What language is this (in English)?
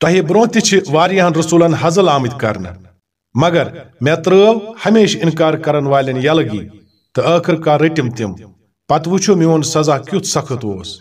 Kashmiri